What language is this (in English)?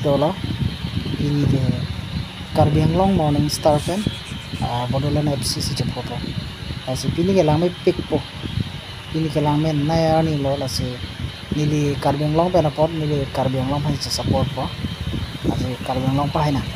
Karbi